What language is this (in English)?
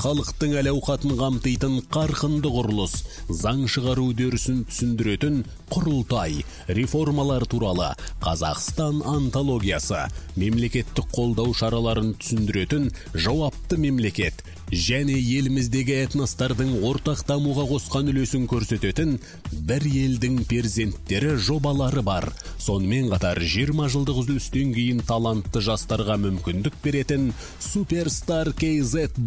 Kazakh